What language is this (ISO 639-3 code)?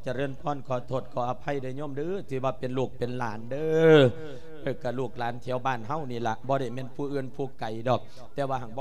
lao